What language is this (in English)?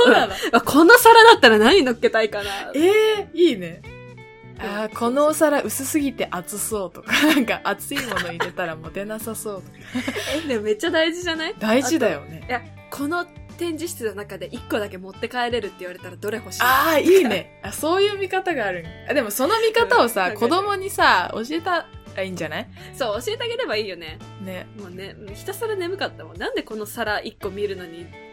Japanese